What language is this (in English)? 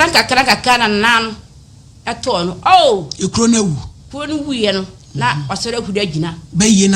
Akan